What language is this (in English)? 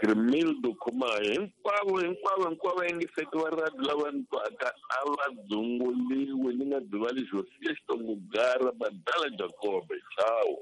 Tsonga